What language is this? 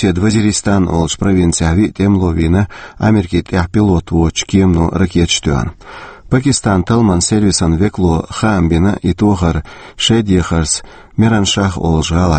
Chechen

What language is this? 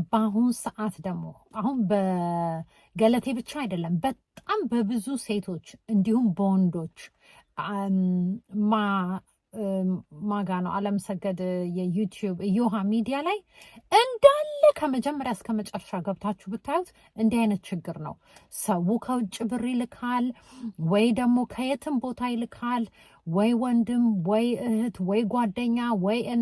Amharic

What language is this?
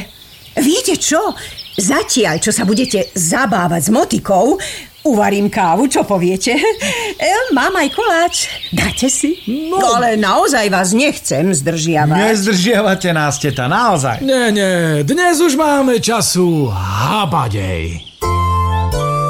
Slovak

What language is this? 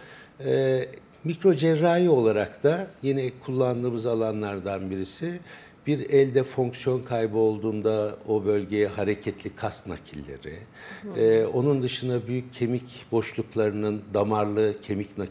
Turkish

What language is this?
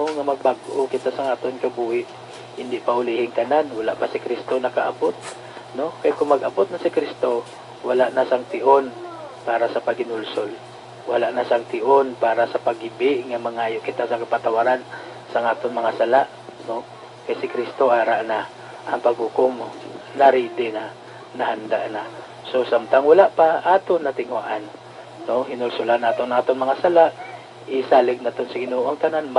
Hiligaynon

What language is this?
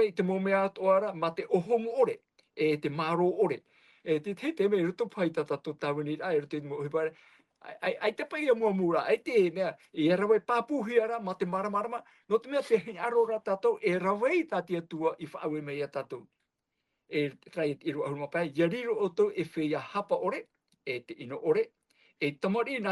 Tahitian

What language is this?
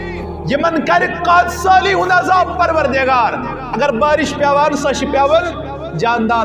Kashmiri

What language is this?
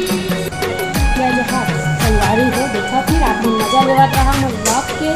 Chhattisgarhi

